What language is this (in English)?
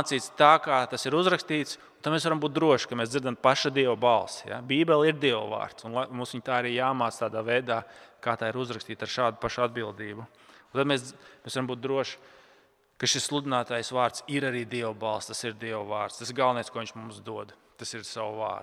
Latvian